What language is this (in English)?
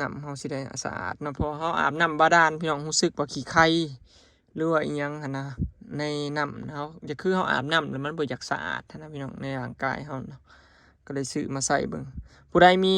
Northeastern Thai